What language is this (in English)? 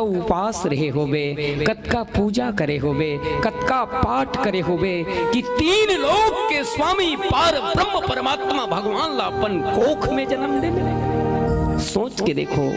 Chhattisgarhi